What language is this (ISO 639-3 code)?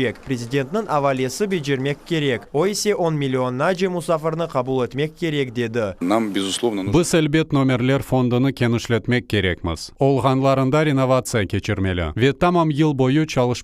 crh